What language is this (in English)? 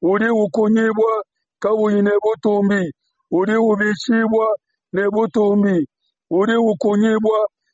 Luba-Lulua